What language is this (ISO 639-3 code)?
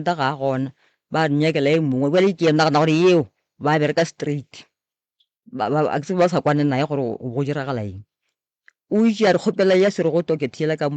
nso